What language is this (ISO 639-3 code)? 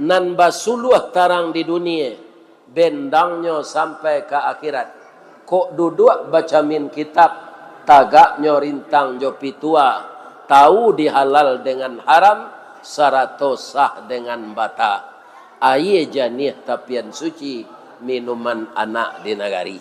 min